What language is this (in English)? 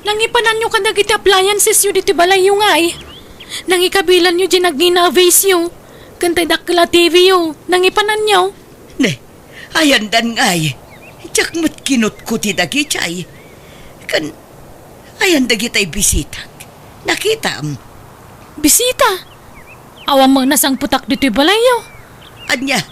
Iloko